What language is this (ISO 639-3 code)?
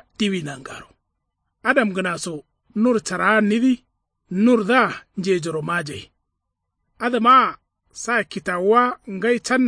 kau